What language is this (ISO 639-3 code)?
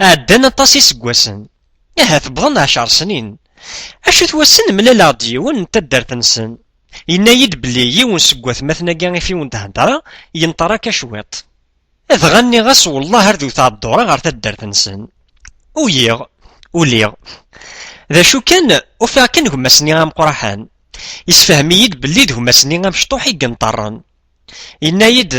kab